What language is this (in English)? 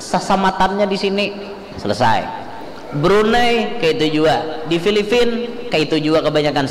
Banjar